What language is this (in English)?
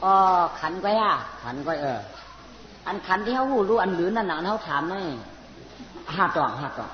Shan